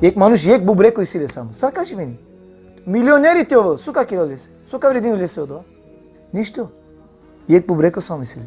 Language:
Balkan Romani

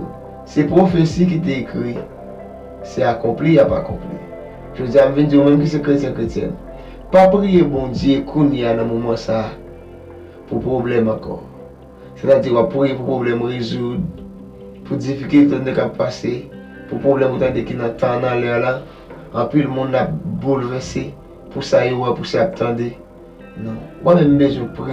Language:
Haitian Creole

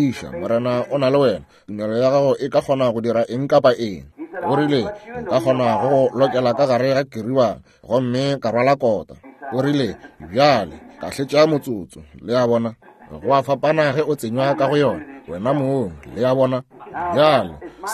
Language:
Northern Sotho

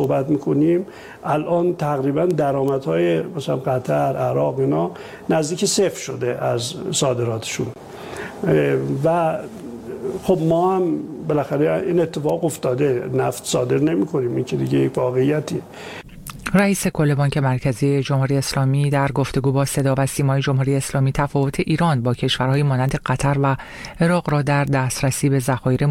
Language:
Persian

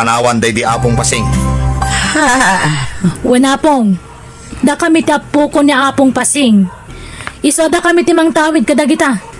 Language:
Iloko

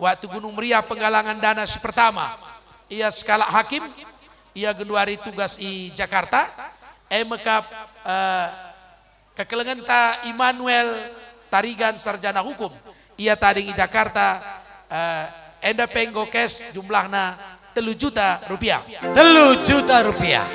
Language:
Batak Karo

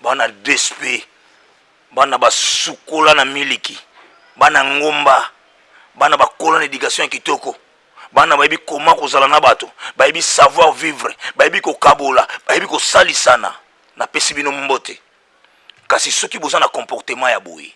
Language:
Lingala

